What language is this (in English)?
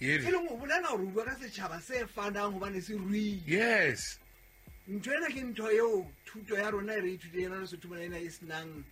Southern Sotho